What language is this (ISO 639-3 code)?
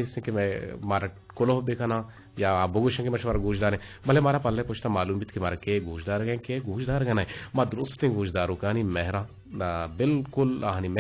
bgp